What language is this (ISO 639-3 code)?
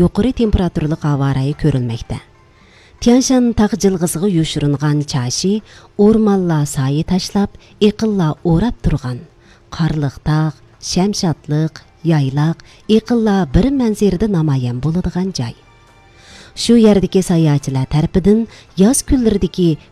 uig